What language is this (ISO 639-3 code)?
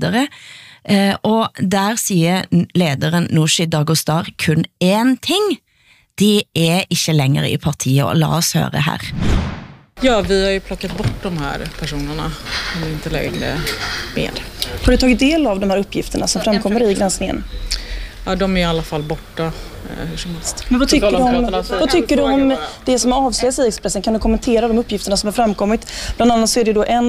swe